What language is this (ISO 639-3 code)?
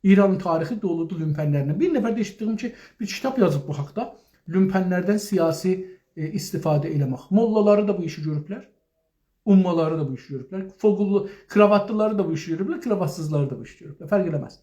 azb